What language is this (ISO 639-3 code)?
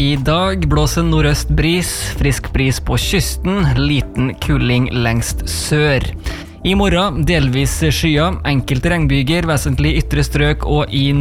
nor